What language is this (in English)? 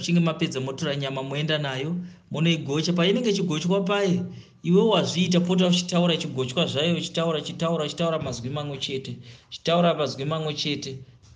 Shona